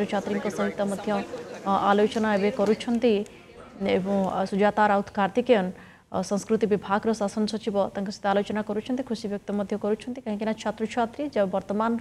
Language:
Odia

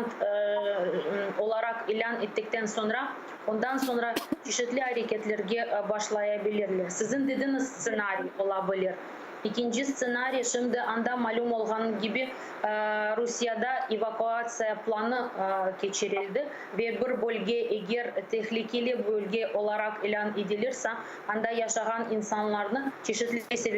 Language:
Crimean Tatar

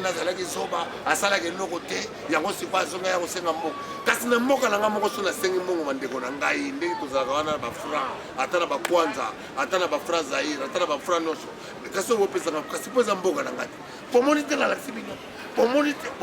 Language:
Lingala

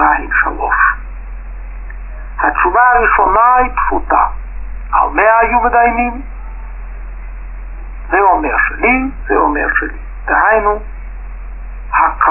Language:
Hebrew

